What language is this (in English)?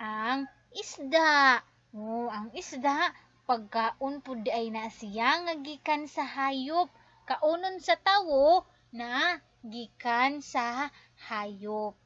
Cebuano